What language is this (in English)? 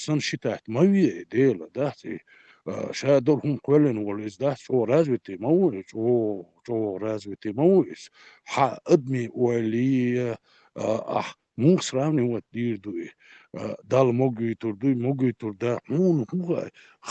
Chechen